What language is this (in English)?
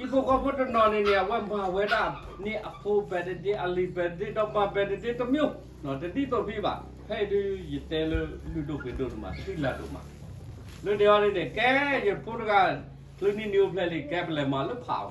S'gaw Karen